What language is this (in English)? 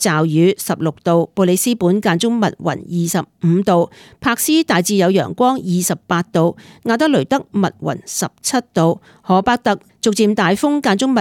Cantonese